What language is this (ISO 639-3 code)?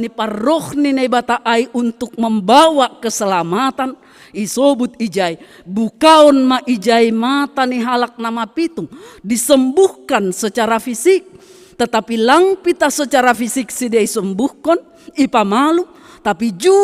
bts